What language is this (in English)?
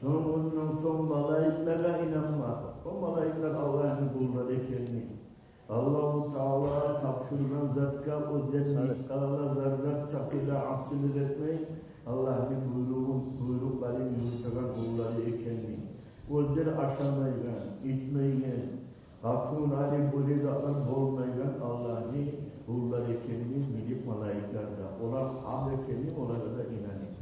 Kumyk